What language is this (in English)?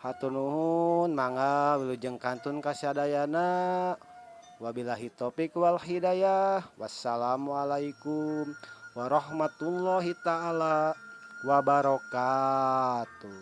Sundanese